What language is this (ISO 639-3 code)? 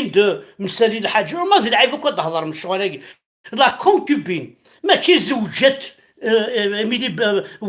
kab